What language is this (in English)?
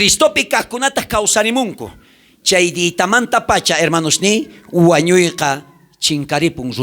South Bolivian Quechua